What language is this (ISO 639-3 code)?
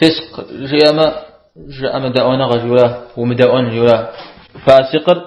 kbd